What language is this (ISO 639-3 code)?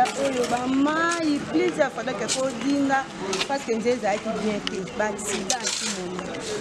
fra